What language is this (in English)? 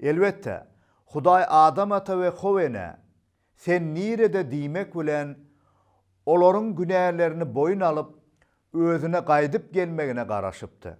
Turkmen